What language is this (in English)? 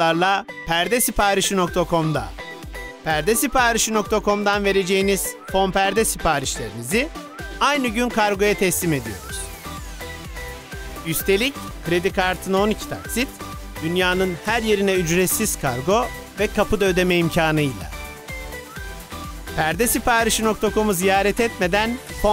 Turkish